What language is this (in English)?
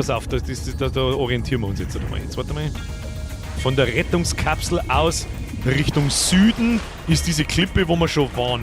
Bavarian